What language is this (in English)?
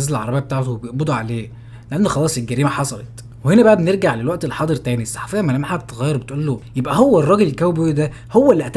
Egyptian Arabic